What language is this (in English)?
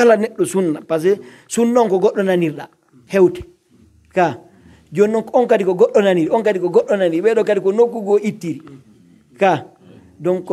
Pular